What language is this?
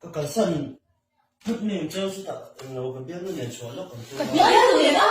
Mizo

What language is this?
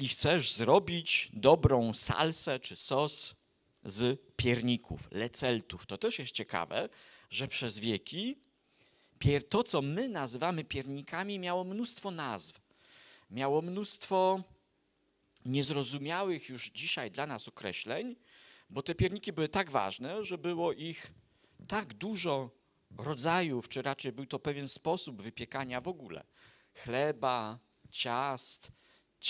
Polish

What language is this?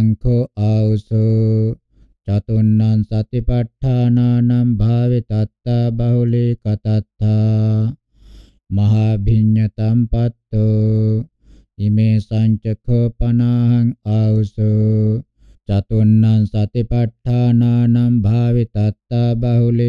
Pali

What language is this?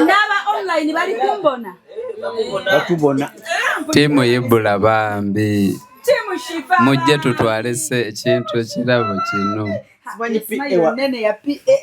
Ganda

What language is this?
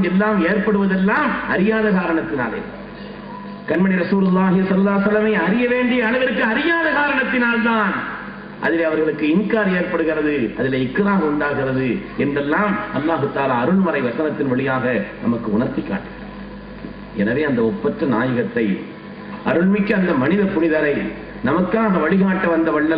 Tamil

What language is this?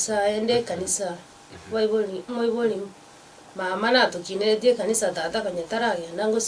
Gusii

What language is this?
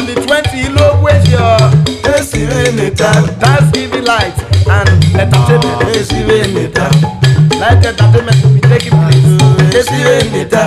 Urhobo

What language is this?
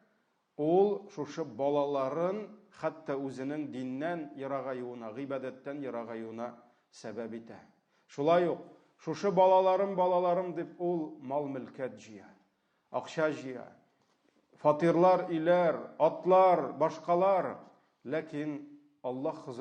Tatar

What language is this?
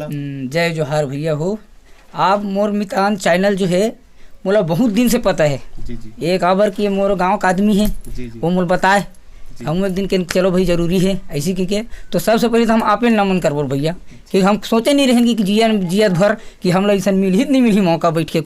Chhattisgarhi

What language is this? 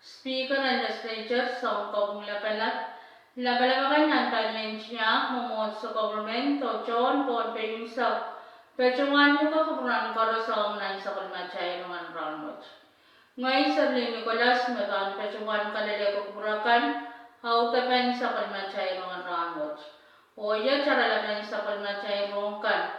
Pohnpeian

